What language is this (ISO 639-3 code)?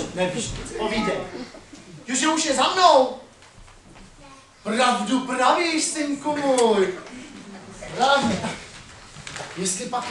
ces